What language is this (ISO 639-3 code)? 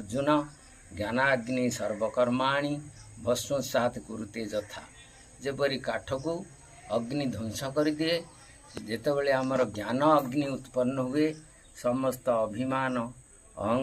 ori